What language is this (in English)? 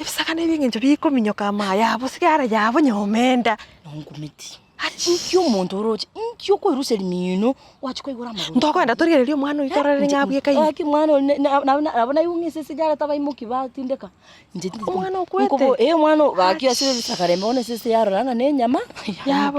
Gusii